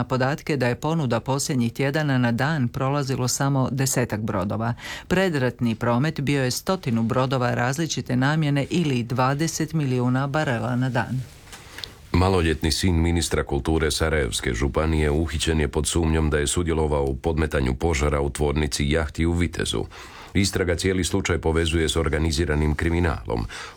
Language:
Croatian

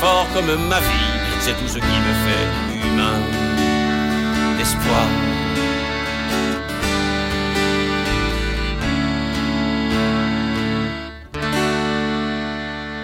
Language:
French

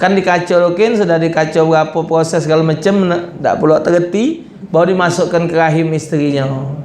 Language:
Musi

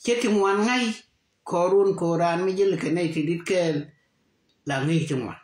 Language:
Nuer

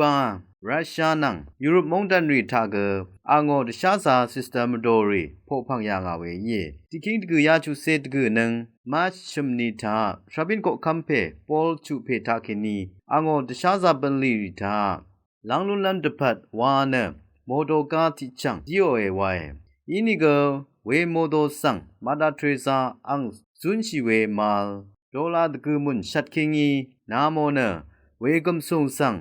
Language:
Rawang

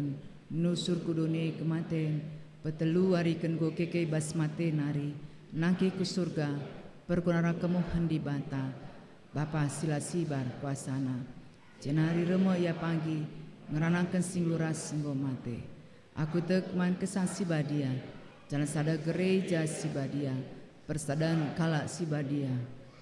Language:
Batak Karo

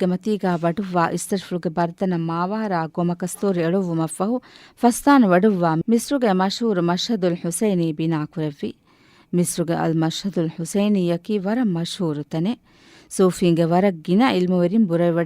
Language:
Divehi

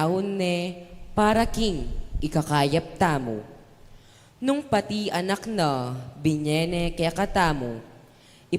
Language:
Pampanga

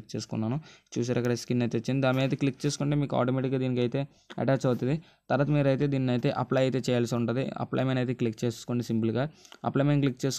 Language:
Telugu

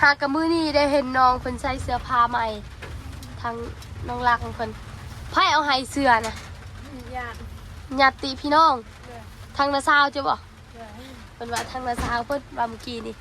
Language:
Northeastern Thai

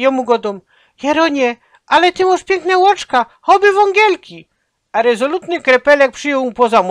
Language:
Silesian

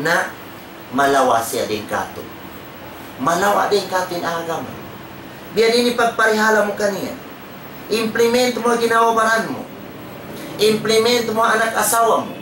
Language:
Tausug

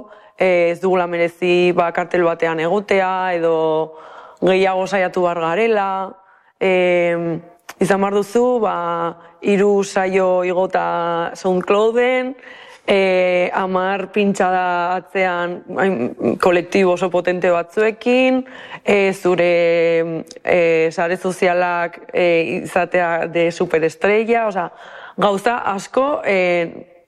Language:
Basque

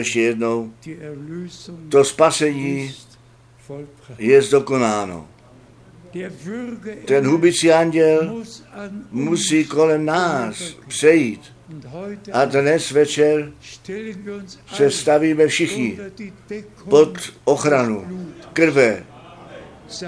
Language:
Czech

